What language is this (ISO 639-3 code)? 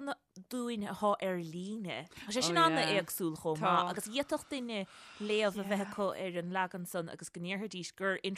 gle